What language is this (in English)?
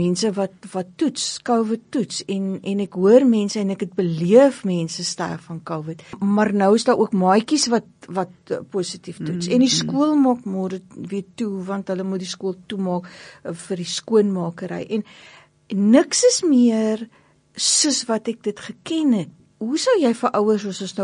Afrikaans